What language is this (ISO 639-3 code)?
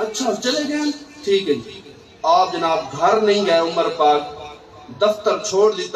skr